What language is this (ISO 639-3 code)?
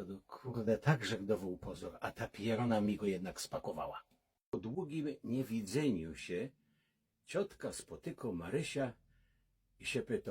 szl